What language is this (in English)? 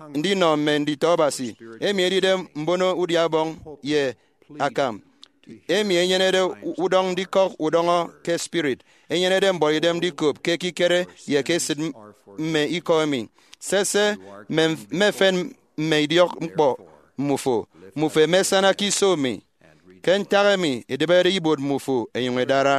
Efik